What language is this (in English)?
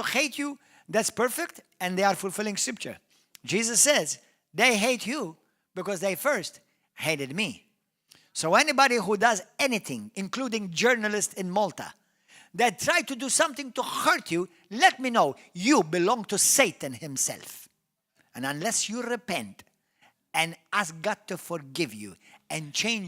English